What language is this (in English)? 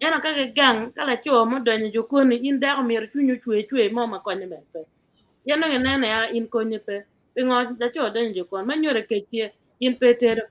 Acoli